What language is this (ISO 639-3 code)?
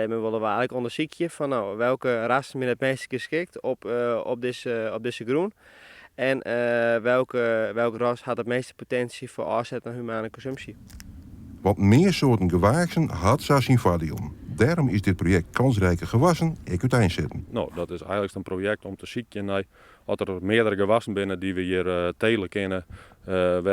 fry